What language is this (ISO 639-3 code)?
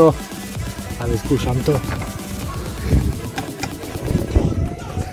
slk